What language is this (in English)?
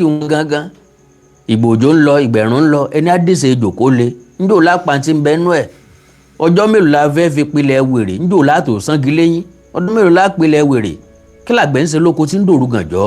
Yoruba